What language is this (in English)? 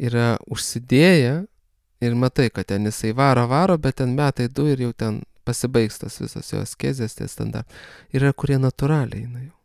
Lithuanian